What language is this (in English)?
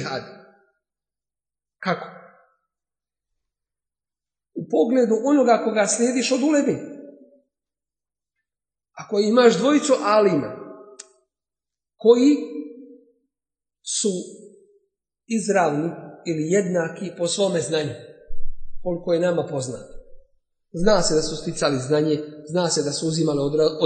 Bosnian